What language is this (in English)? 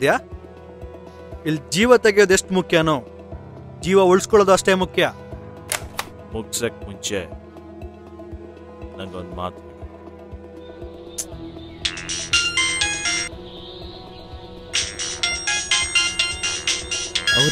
Kannada